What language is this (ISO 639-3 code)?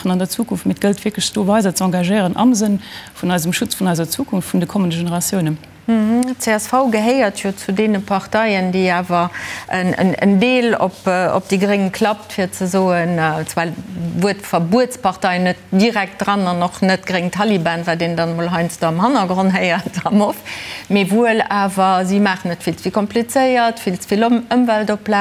ltz